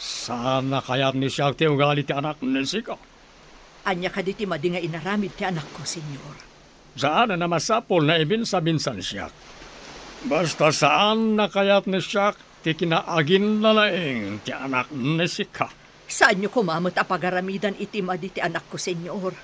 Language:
Iloko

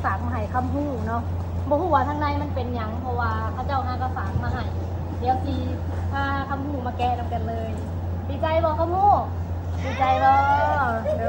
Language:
Lao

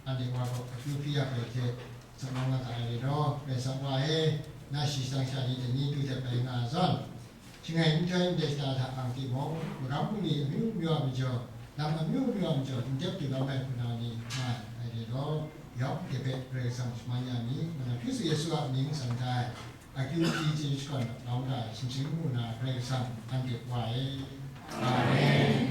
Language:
Kachin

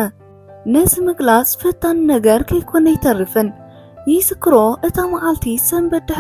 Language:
Tigrinya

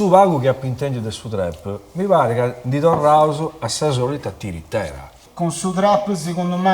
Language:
Sardinian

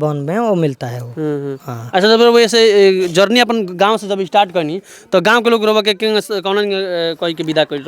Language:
Bhojpuri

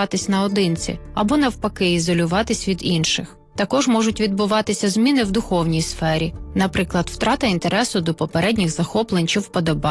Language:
Ukrainian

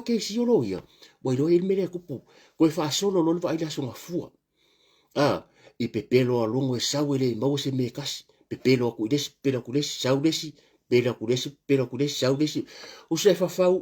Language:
Samoan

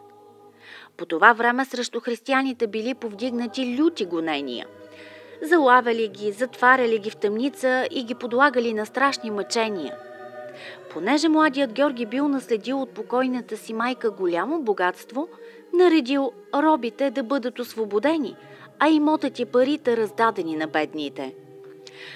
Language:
Bulgarian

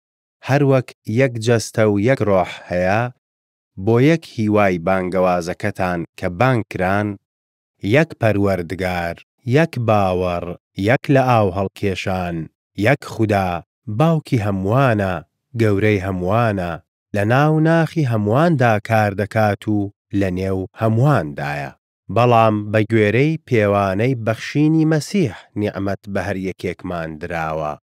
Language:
Central Kurdish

